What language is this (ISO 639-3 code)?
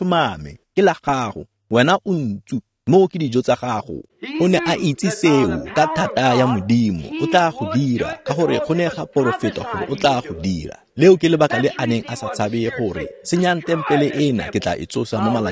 tsn